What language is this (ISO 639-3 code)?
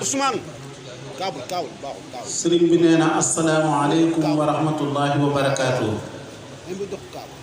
wol